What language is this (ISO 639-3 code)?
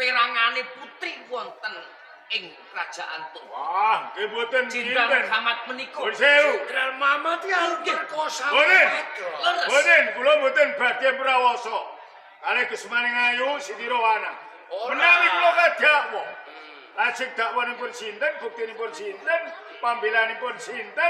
jav